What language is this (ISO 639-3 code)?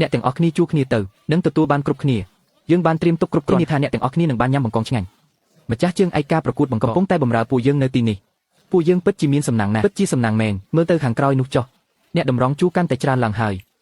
khm